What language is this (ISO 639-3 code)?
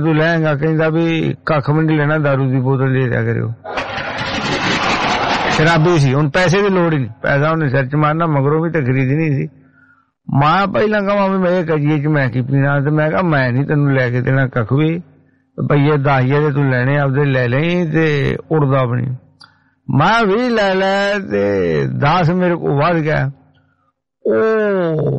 pan